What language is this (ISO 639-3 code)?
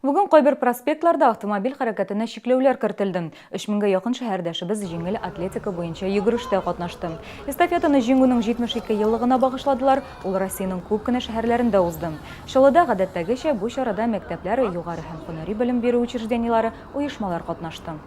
tat